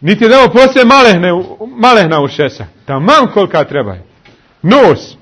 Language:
Bosnian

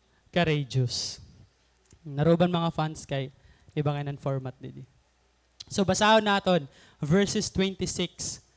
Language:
Waray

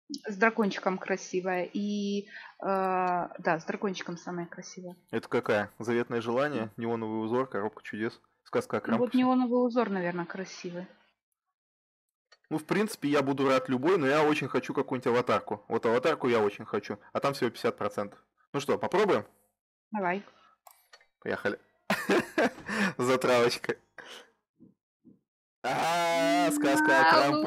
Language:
Russian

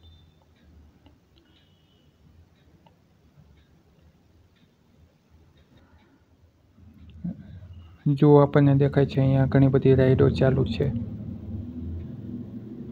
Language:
Gujarati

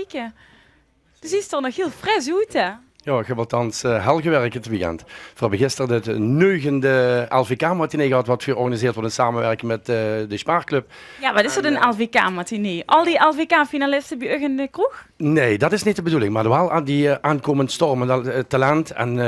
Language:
Limburgish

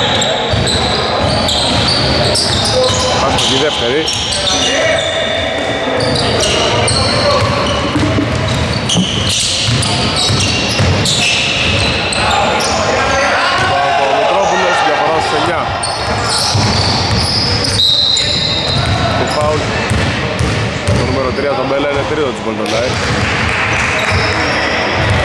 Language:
Greek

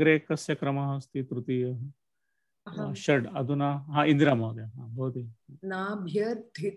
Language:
Sanskrit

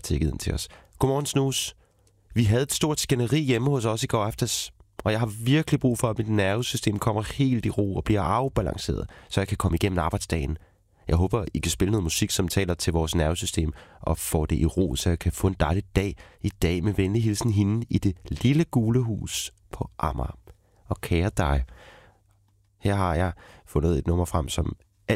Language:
Danish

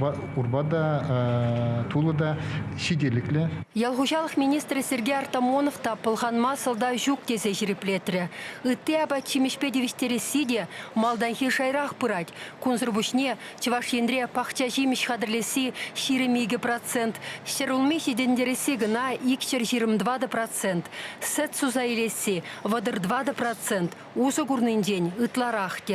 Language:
Chuvash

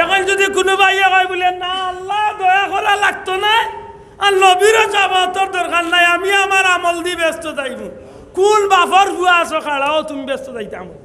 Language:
Sylheti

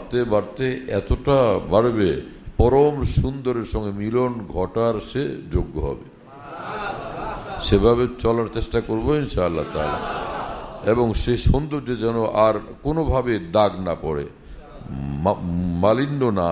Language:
Bangla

